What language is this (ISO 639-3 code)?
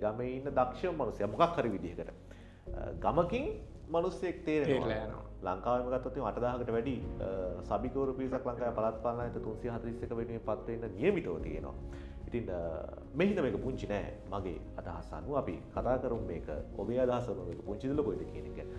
sin